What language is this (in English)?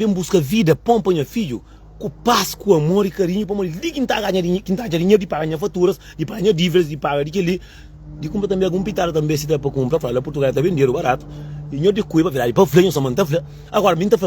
Kabuverdianu